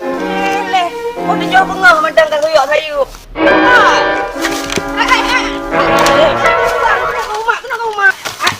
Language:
Achinese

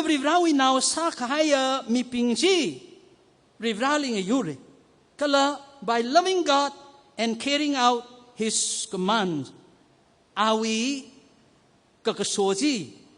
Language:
Tangkhul Naga (India)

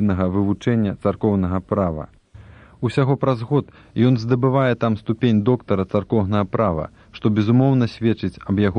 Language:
Belarusian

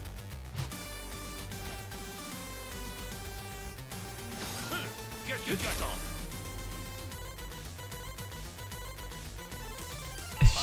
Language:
French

